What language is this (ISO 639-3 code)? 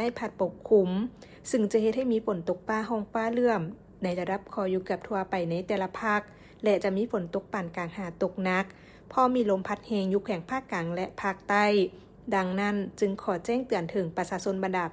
lao